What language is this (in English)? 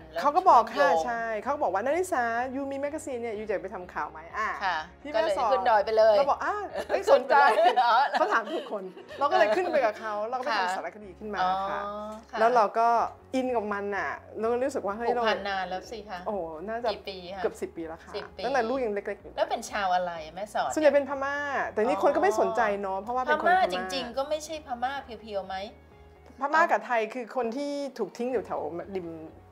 Thai